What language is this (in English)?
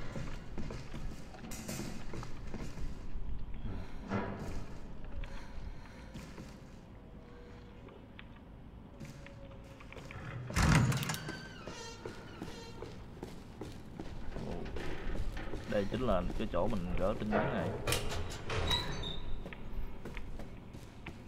Vietnamese